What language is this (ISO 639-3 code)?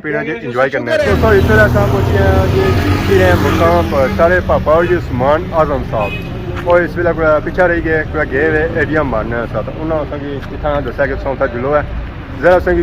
phr